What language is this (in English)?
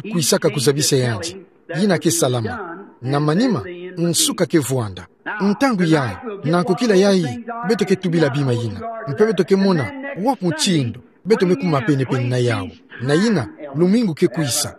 Kituba (Democratic Republic of Congo)